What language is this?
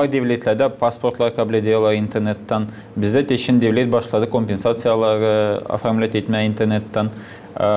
Gagauz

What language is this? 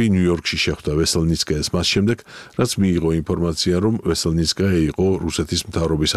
Georgian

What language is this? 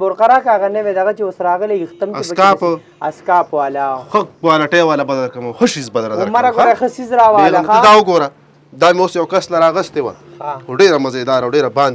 Pashto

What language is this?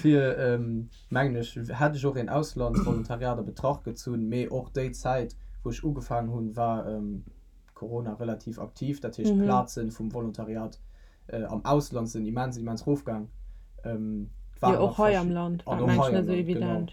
Luxembourgish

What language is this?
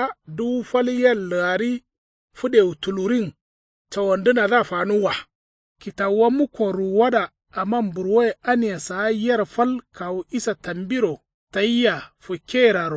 Kanuri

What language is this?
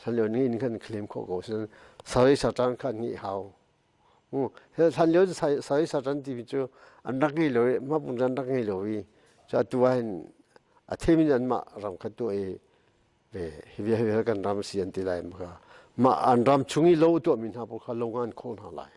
Hakha Chin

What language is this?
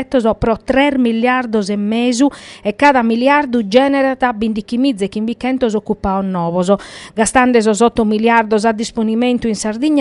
Sardinian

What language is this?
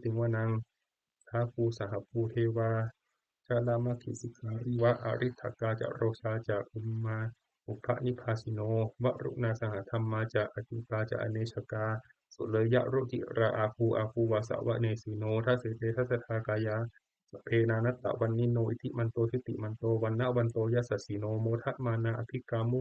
Pali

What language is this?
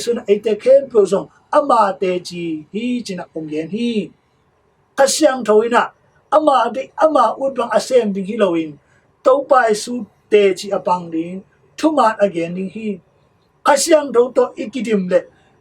Tedim Chin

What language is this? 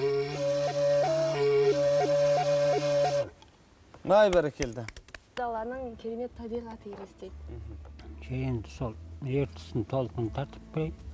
Kazakh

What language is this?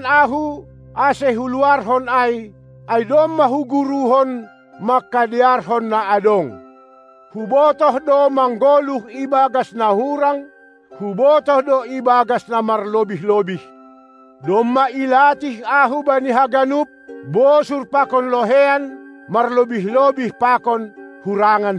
Batak Simalungun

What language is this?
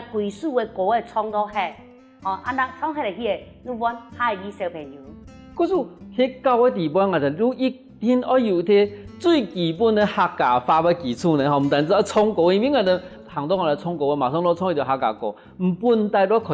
Hakka Chinese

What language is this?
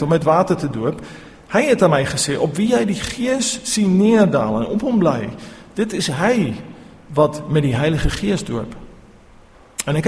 Afrikaans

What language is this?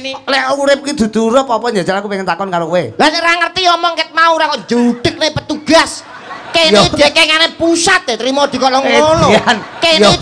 Javanese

